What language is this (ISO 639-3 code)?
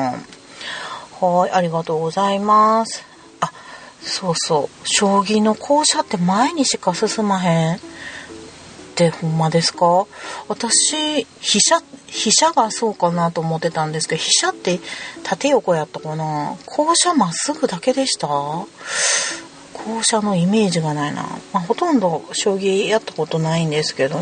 jpn